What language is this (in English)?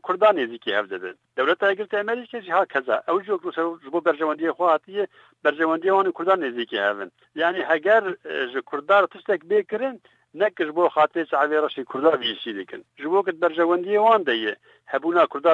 Kurdish